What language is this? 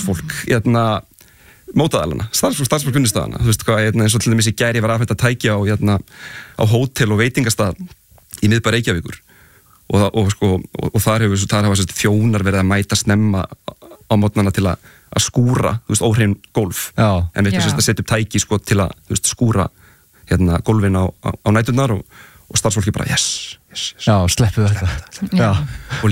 Icelandic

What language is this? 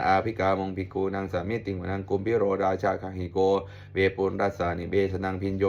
Pali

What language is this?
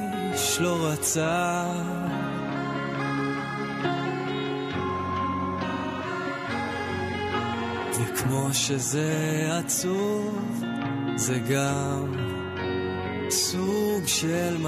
Hebrew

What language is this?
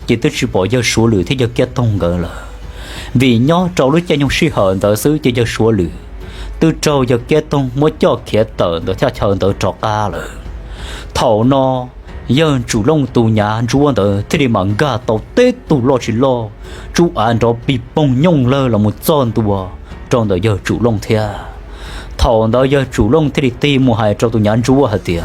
Hmong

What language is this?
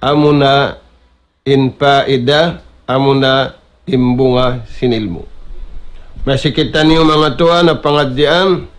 Tausug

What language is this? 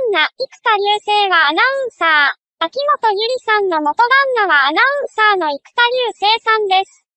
Japanese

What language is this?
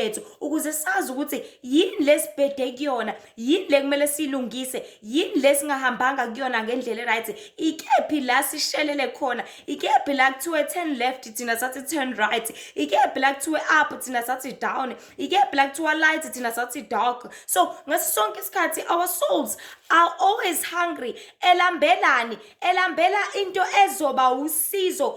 Zulu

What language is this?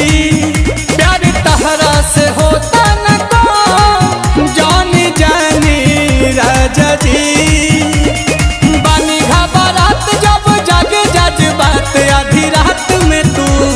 Bhojpuri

